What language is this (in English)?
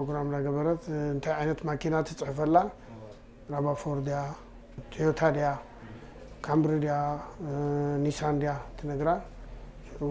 Tigrinya